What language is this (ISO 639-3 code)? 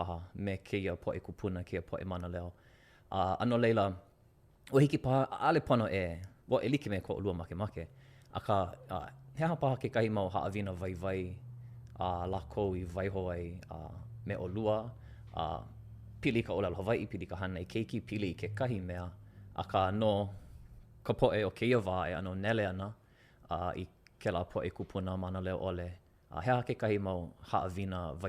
haw